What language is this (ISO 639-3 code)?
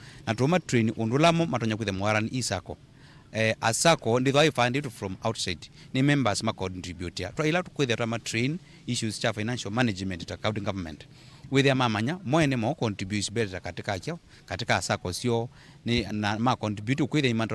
kam